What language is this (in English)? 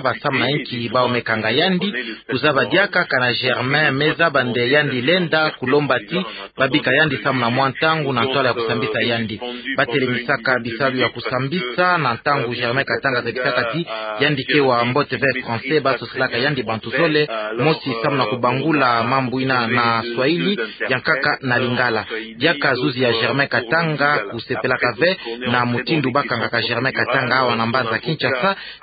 Kituba (Democratic Republic of Congo)